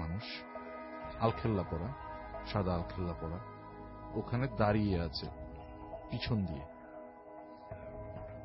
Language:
Bangla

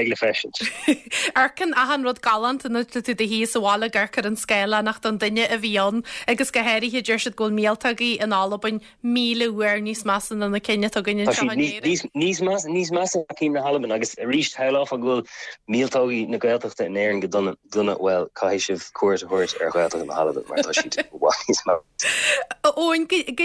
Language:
Irish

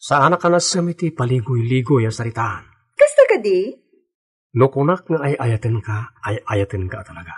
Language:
Iloko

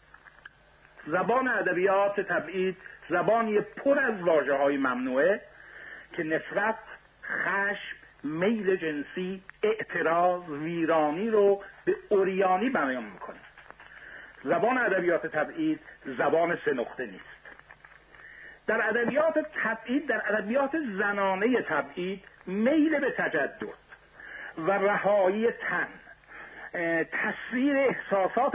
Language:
Persian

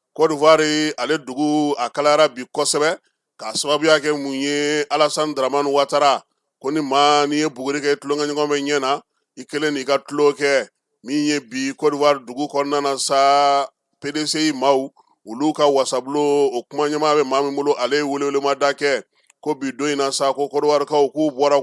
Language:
Bambara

